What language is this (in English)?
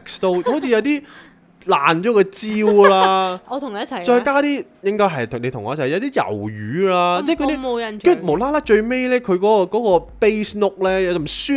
Cantonese